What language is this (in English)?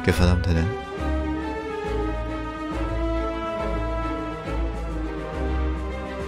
Korean